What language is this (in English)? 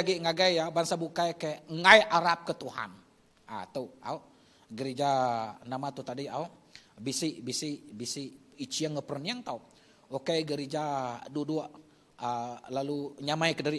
Iban